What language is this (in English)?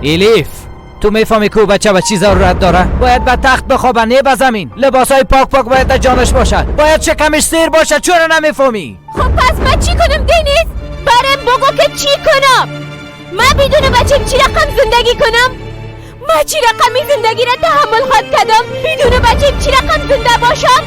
Persian